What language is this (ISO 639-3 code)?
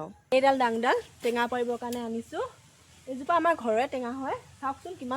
asm